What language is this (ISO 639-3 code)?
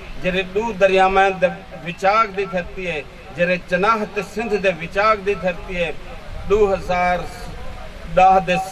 skr